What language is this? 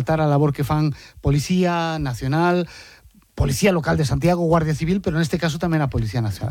Galician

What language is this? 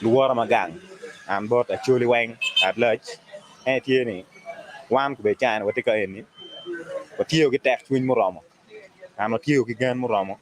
Acoli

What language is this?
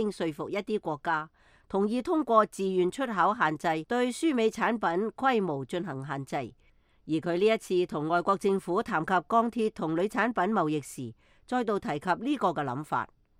Cantonese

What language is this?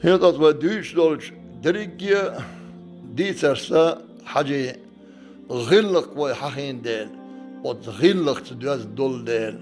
Chechen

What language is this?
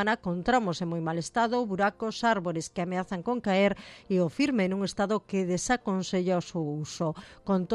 Galician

